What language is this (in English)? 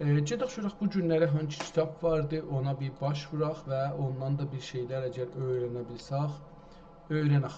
South Azerbaijani